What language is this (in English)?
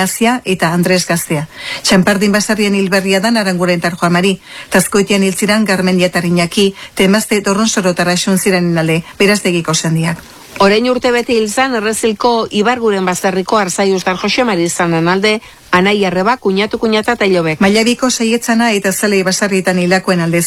Basque